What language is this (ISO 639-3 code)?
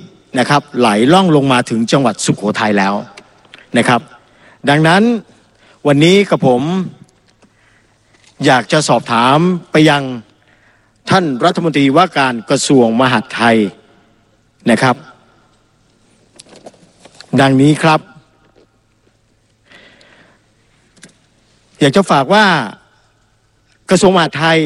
tha